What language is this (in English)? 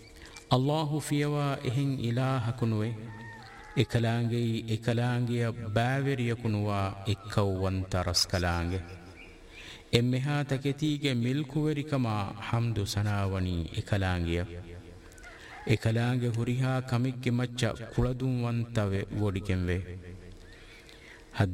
Divehi